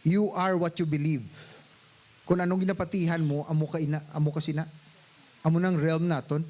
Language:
Hiligaynon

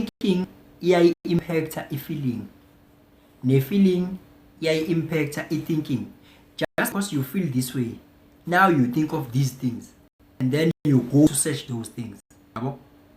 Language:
Zulu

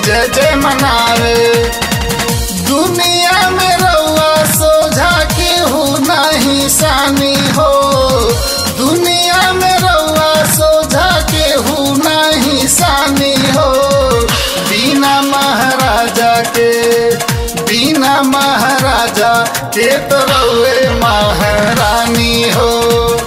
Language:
Bhojpuri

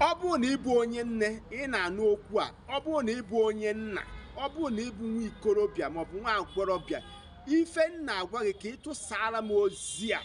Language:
Igbo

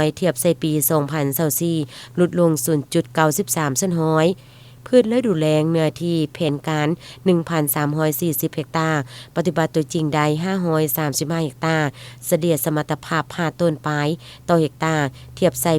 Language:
Lao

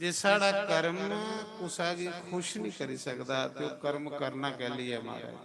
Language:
Dogri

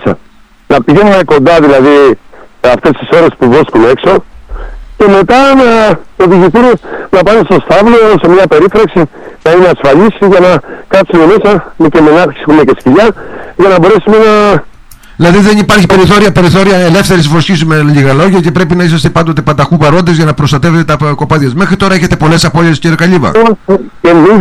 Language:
Greek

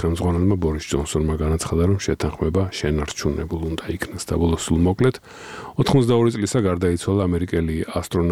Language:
Georgian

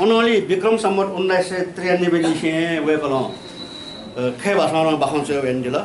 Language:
Newari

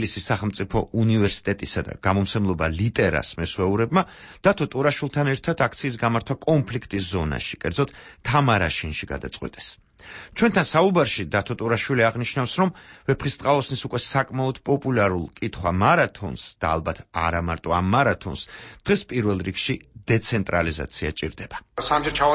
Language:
Georgian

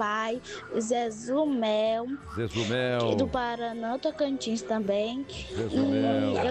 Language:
Portuguese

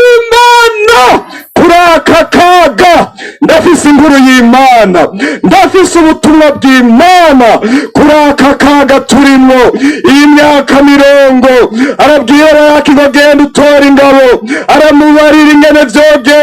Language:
Rundi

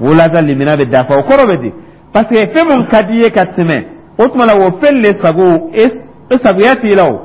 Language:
Dyula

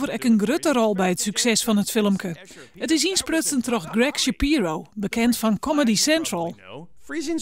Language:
Western Frisian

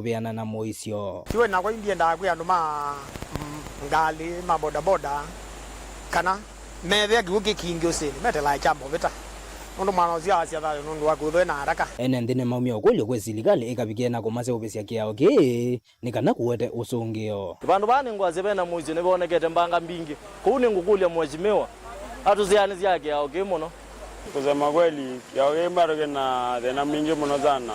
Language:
Kamba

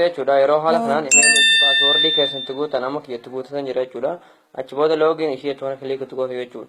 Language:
Oromo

